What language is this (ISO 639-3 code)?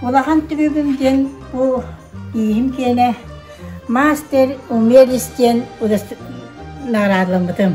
sah